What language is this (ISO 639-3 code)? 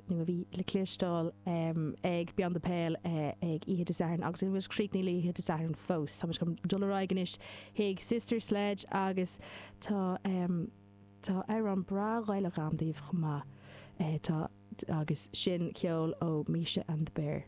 gle